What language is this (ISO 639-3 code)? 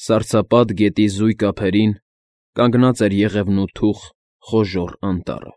hye